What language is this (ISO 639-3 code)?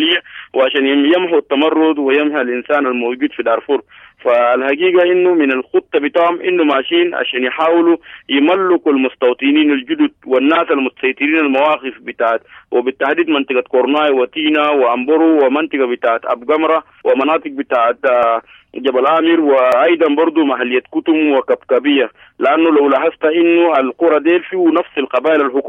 apd